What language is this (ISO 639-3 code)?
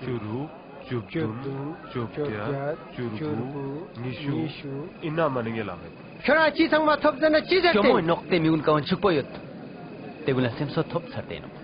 lbj